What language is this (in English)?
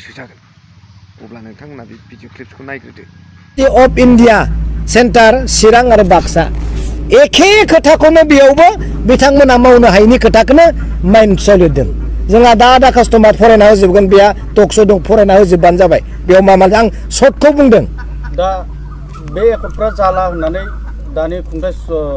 Bodo